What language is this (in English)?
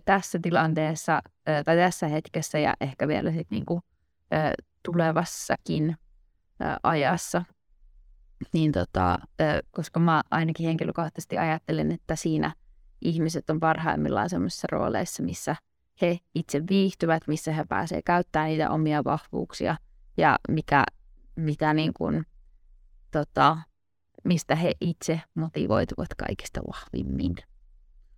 Finnish